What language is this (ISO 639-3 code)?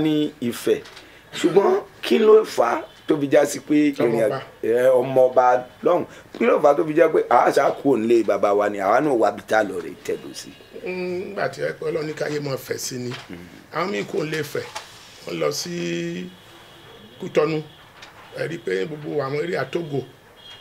yor